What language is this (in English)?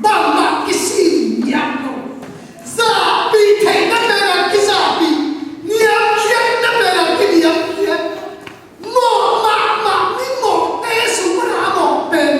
Tedim Chin